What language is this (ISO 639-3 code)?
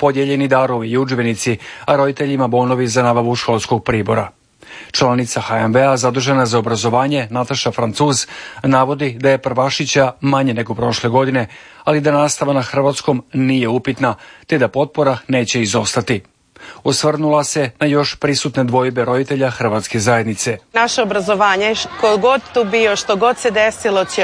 hrv